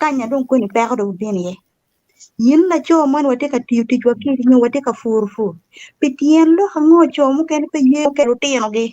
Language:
Acoli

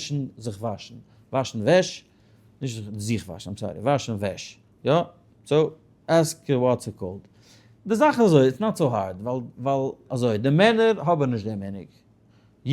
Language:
Yiddish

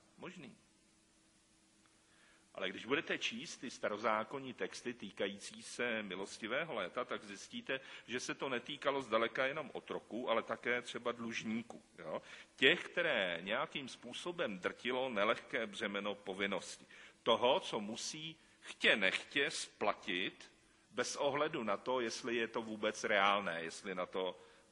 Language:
Czech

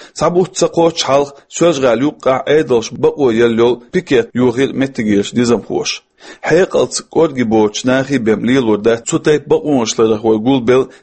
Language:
Chechen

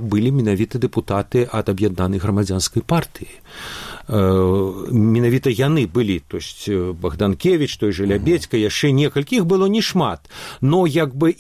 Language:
Belarusian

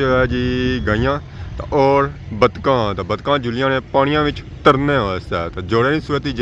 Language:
Pahari-Potwari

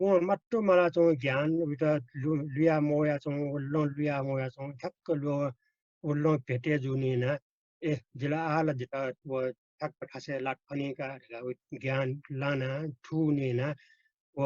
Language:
Newari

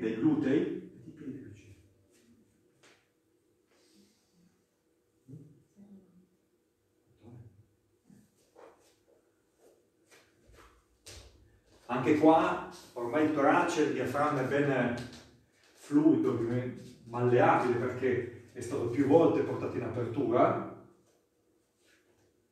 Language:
Italian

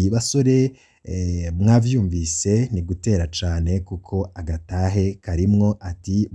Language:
Rundi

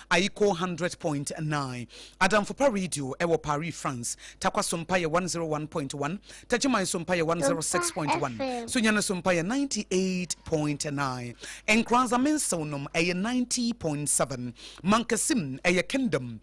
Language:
Akan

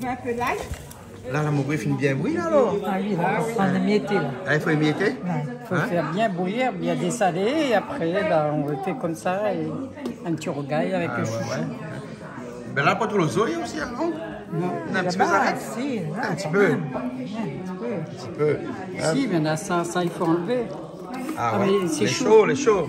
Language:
Réunion Creole French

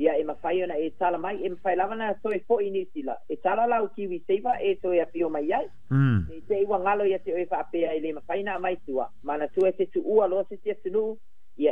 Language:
Samoan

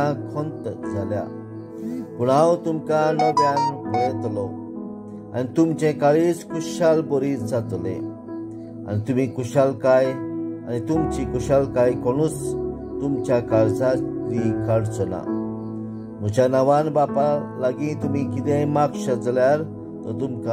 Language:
Konkani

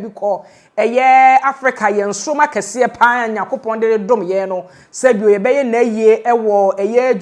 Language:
Akan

